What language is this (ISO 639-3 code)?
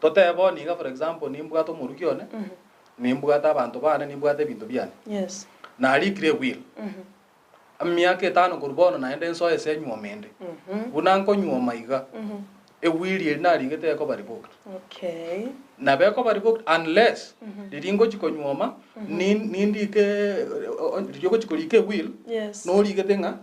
guz